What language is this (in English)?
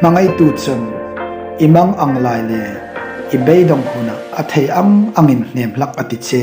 Hmar